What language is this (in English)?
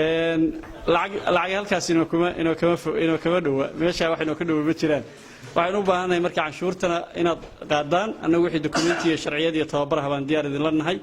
Somali